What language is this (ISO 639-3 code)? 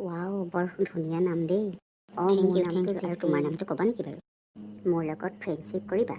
asm